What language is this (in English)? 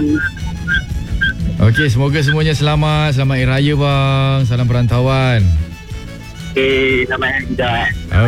Malay